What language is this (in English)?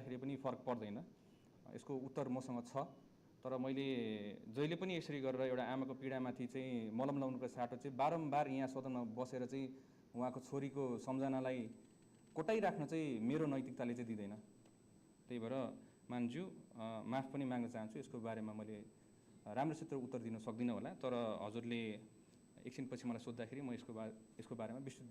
Nepali